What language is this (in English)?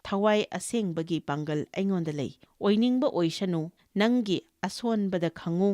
Manipuri